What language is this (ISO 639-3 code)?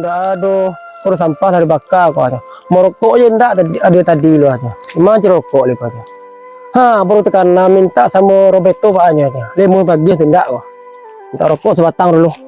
min